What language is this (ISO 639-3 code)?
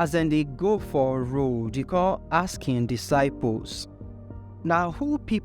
pcm